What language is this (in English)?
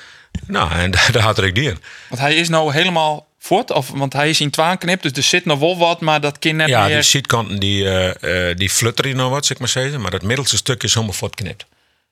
Western Frisian